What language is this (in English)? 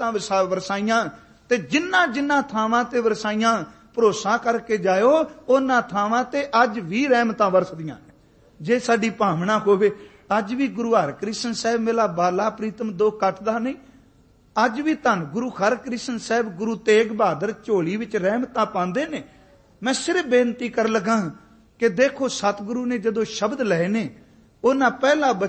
Punjabi